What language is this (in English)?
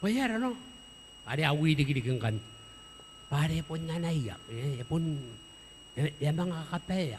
Gilbertese